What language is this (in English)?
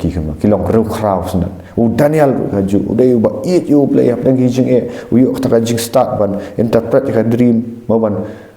Khasi